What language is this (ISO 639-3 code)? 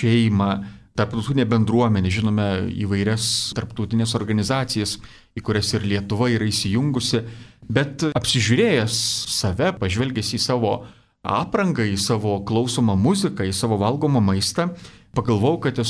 lit